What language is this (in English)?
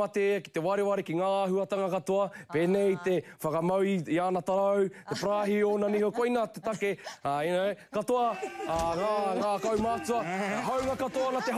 Māori